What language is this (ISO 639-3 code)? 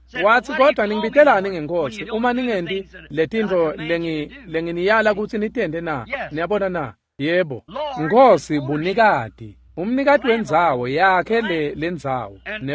ssw